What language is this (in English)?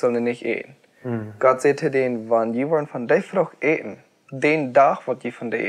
Plautdietsch